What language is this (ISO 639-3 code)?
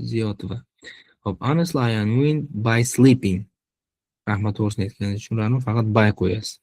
uzb